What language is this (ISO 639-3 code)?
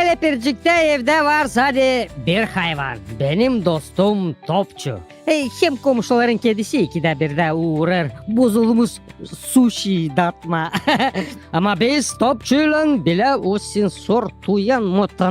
gag